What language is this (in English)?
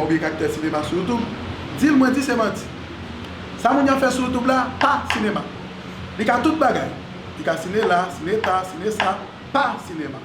Haitian Creole